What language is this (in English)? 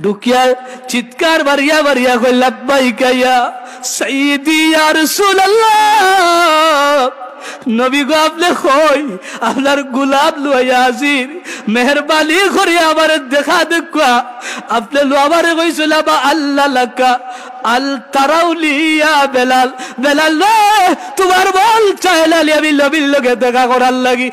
Sylheti